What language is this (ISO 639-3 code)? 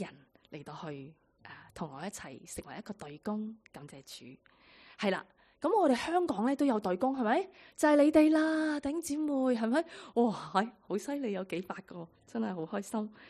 yue